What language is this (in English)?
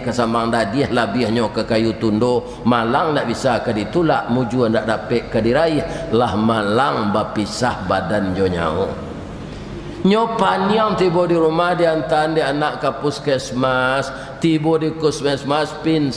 Minangkabau